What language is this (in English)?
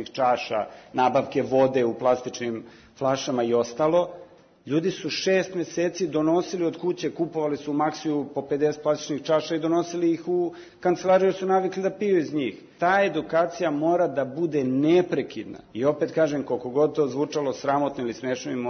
Serbian